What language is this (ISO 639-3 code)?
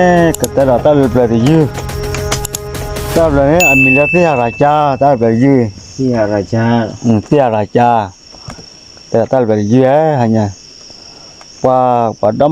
ksw